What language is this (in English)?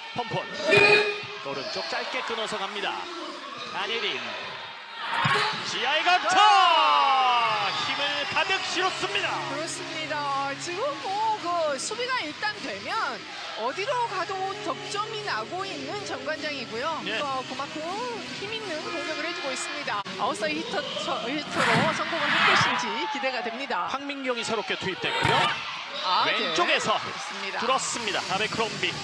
Korean